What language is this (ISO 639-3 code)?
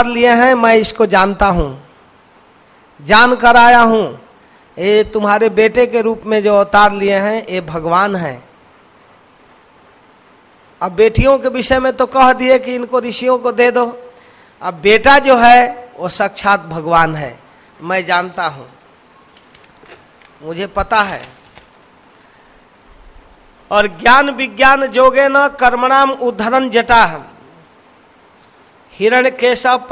hin